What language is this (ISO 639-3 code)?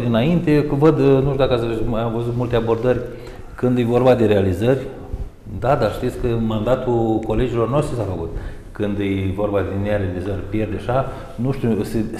ron